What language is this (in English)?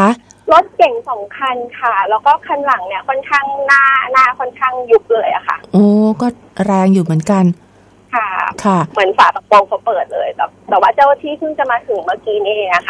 Thai